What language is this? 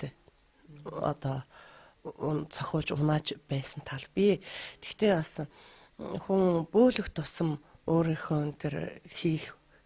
Mongolian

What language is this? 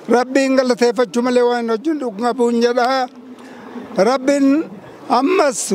Oromo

